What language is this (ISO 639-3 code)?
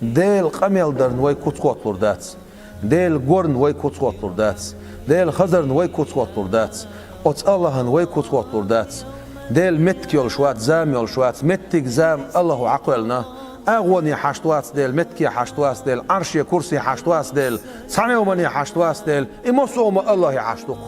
che